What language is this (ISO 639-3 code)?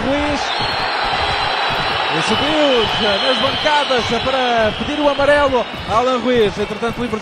por